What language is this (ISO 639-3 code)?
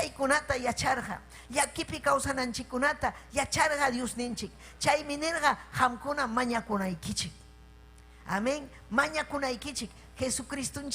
quy